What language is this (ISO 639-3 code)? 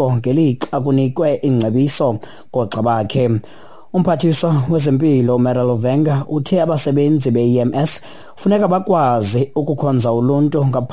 xho